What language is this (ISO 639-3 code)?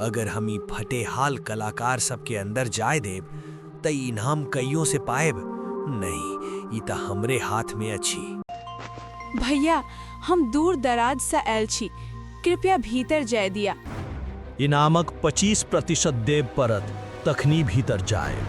mai